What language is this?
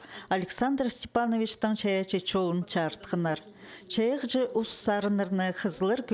Khakas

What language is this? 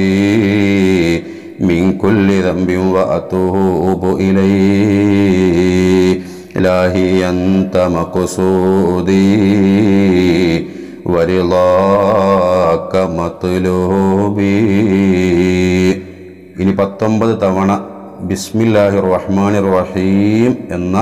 Malayalam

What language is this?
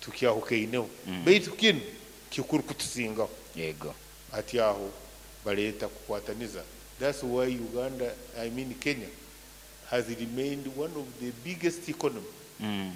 Nyoro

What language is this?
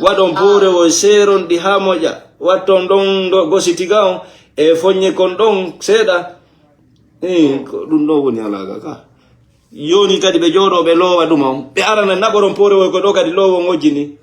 Fula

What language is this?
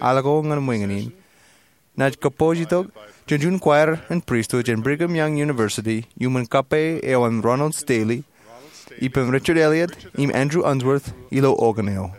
Marshallese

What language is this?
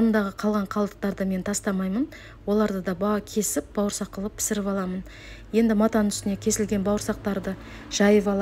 Kazakh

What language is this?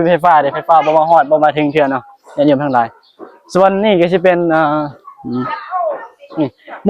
Northeastern Thai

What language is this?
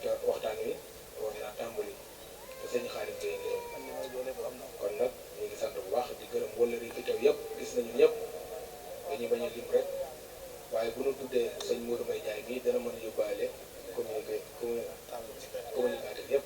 Wolof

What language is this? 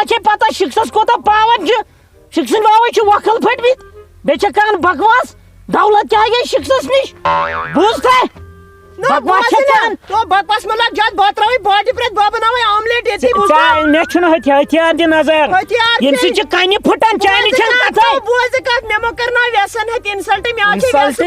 Kashmiri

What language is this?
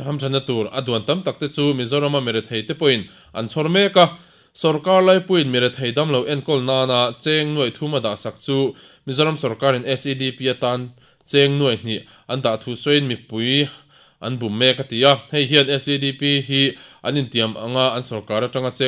Mizo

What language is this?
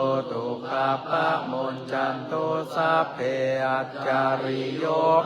Pali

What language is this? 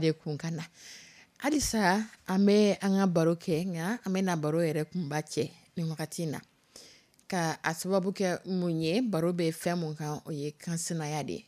Dyula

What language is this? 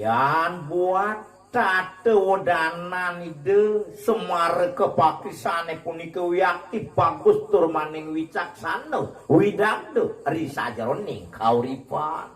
Balinese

